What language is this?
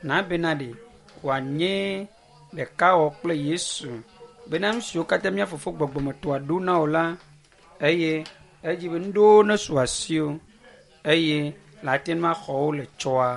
Ewe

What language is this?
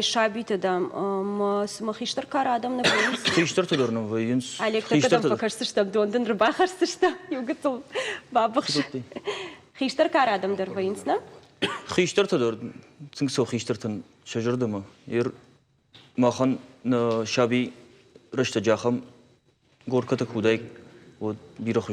Ossetic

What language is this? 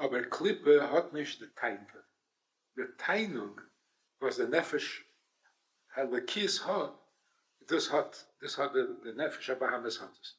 Yiddish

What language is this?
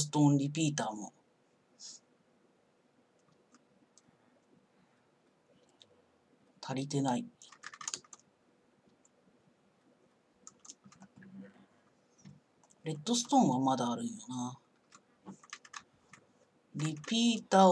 Japanese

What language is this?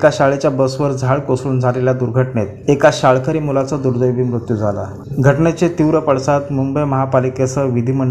Marathi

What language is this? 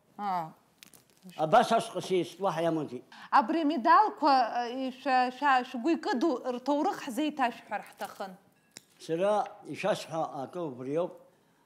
Abkhazian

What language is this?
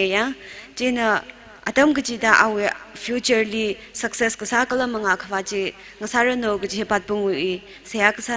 Tangkhul Naga (India)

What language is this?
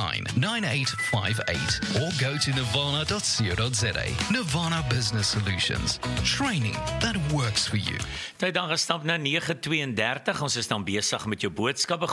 Afrikaans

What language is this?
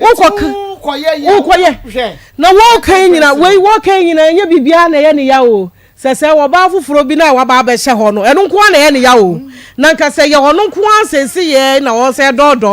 Akan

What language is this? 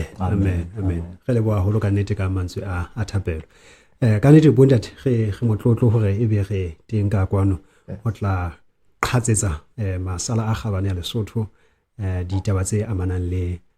Southern Sotho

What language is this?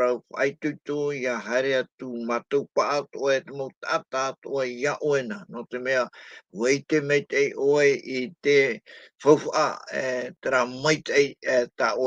Tahitian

